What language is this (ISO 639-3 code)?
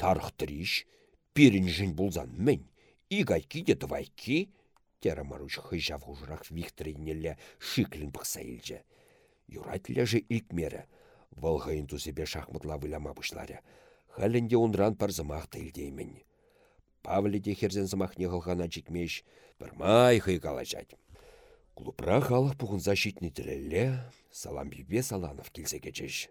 chv